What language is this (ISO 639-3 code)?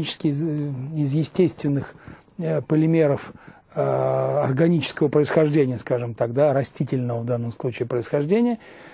rus